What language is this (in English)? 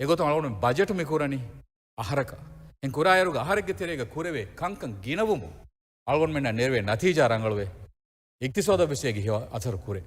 Divehi